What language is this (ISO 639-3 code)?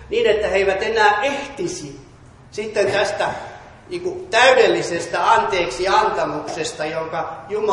fin